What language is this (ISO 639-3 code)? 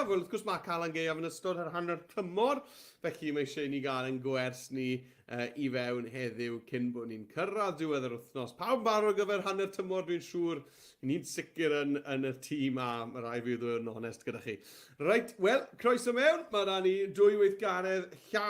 cym